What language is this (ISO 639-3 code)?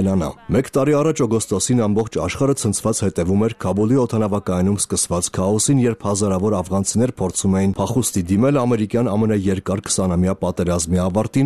hye